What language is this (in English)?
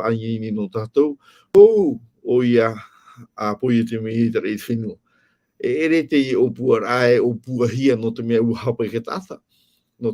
Tahitian